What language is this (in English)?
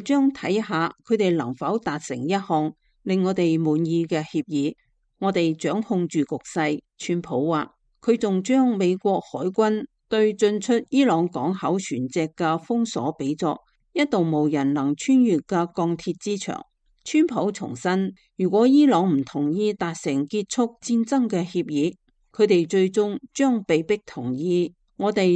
Cantonese